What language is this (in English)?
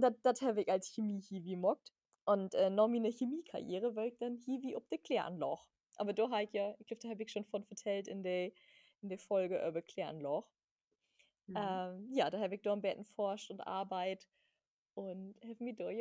Low German